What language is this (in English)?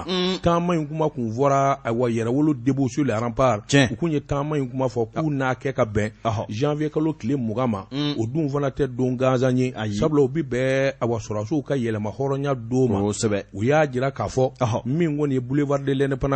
Bambara